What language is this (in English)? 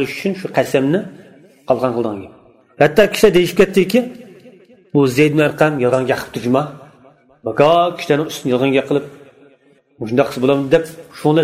Uyghur